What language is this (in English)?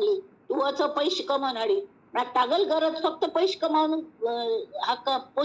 Konkani